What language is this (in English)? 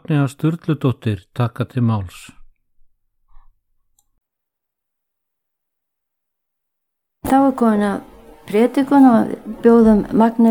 Icelandic